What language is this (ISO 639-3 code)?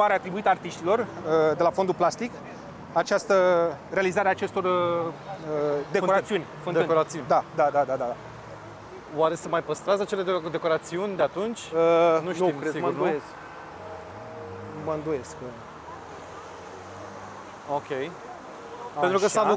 ron